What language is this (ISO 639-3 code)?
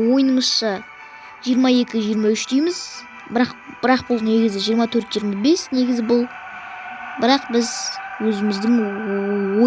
kaz